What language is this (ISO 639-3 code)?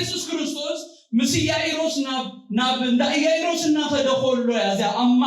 tir